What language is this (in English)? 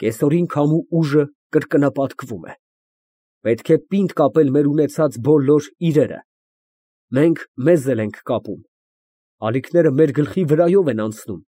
Armenian